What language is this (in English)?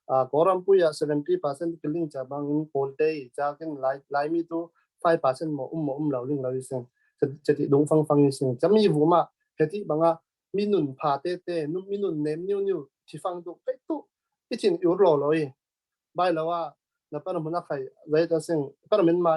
Falam Chin